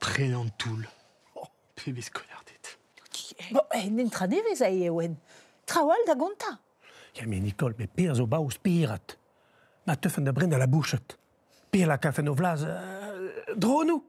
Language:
Breton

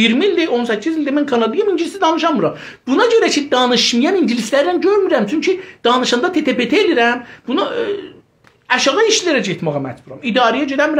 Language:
South Azerbaijani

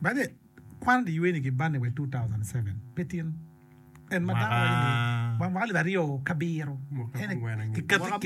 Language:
Acoli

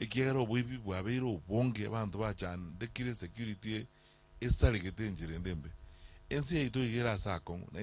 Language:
Gusii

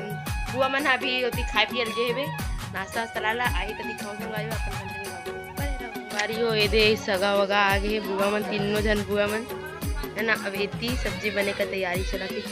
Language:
Chhattisgarhi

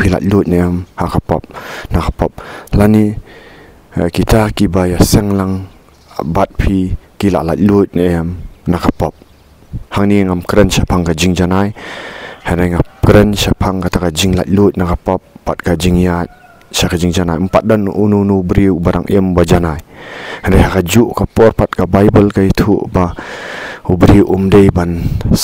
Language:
Khasi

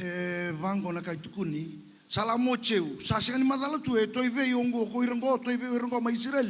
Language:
Fijian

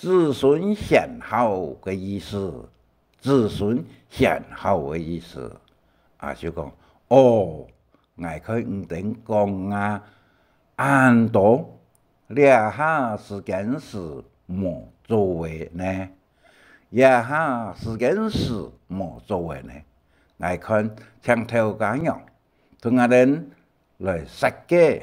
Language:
Hakka Chinese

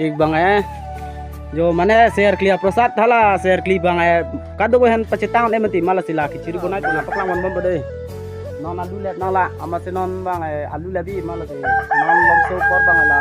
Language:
Karbi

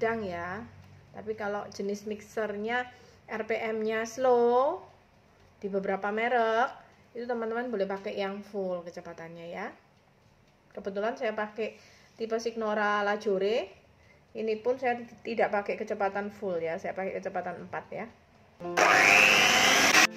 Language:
Indonesian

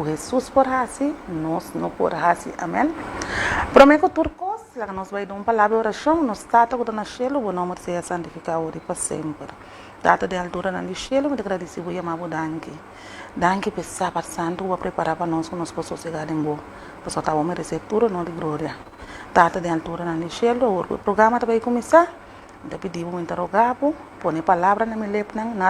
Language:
Papiamento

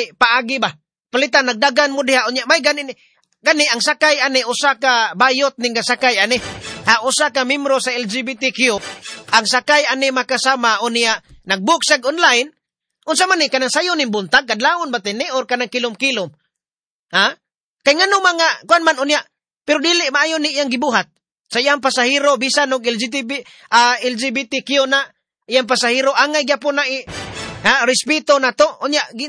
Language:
Cebuano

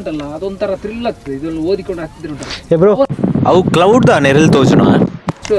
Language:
Tulu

